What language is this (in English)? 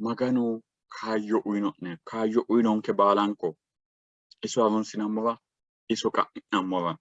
Sidamo